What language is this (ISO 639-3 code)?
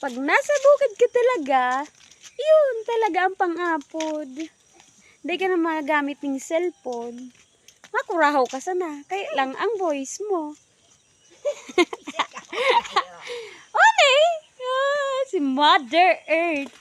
bik